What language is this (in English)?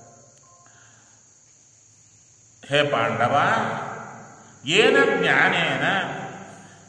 Kannada